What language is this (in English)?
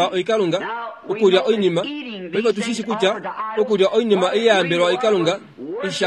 Kuanyama